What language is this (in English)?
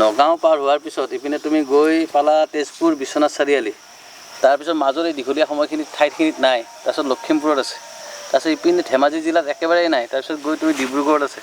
Assamese